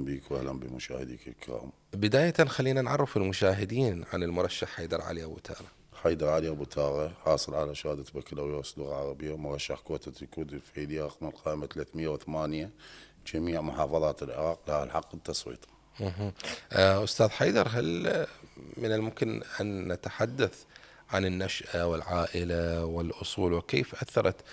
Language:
Mesopotamian Arabic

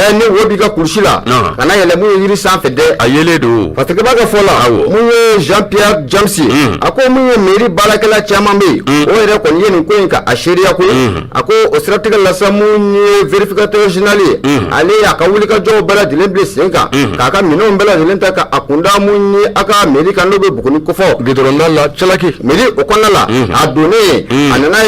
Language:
Bambara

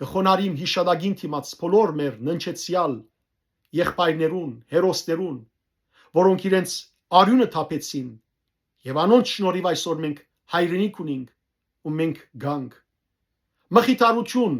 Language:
Western Armenian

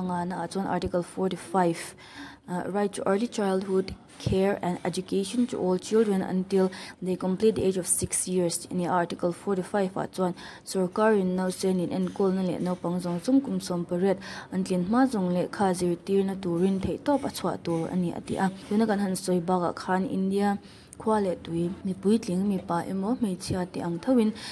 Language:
Mizo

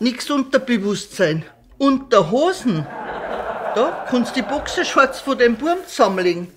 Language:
Bavarian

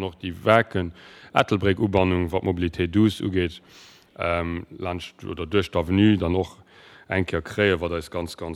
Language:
Luxembourgish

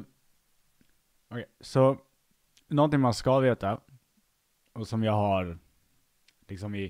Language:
Swedish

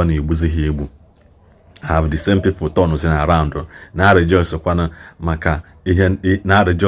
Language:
Igbo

